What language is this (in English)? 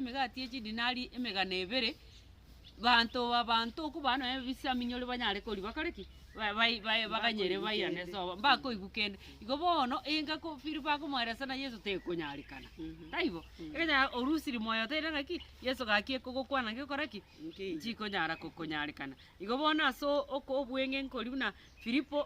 Gusii